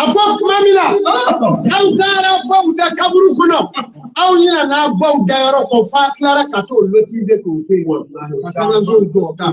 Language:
Bambara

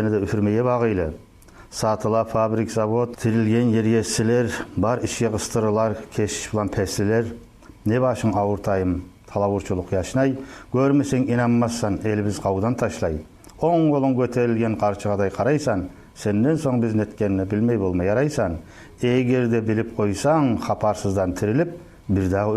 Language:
Kumyk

